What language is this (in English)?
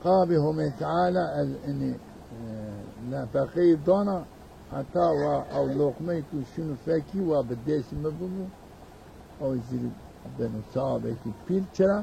Zaza